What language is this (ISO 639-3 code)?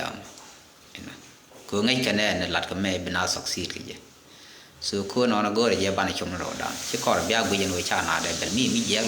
nus